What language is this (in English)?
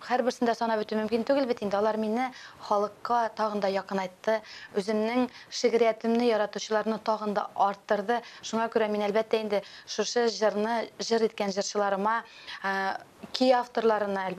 Tatar